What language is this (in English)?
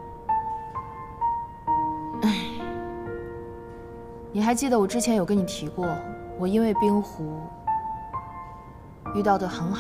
Chinese